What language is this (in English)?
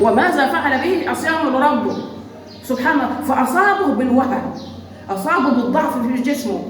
Egyptian Arabic